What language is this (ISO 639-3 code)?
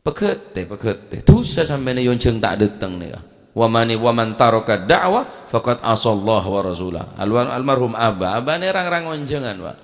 mad